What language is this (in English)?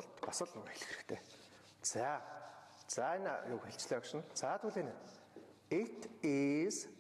Mongolian